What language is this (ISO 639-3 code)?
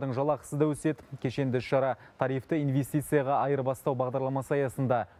kaz